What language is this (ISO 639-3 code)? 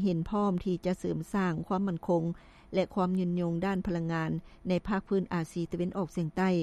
lao